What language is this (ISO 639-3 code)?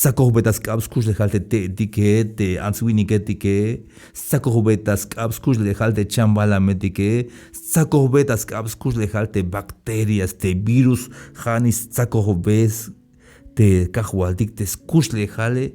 tzh